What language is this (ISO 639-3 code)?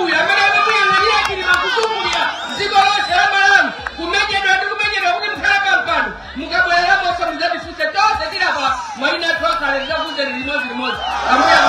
nya